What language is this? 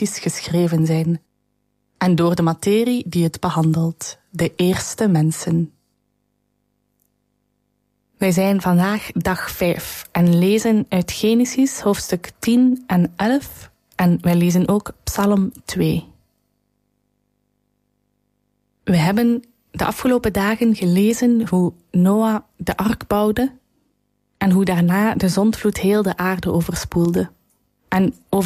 Dutch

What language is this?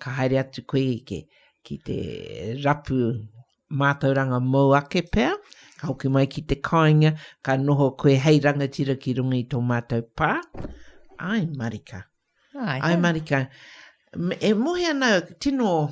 Māori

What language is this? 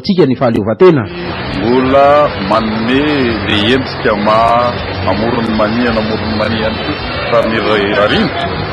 Malagasy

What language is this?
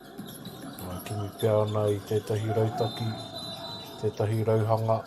Māori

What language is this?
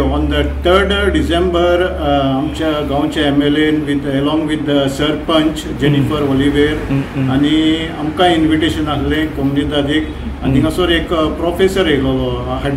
Konkani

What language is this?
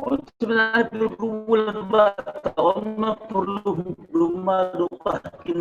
Batak Simalungun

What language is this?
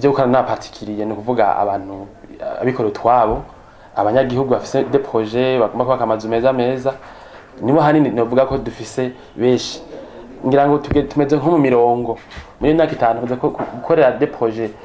Rundi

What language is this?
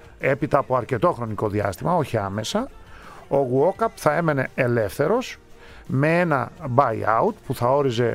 Greek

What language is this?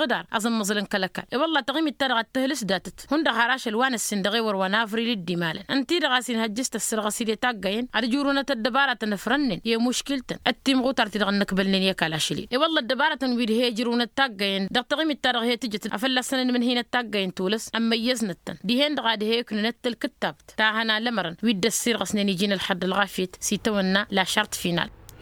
Tamasheq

